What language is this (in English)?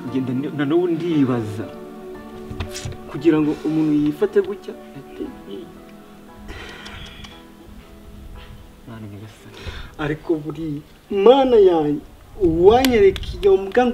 Kinyarwanda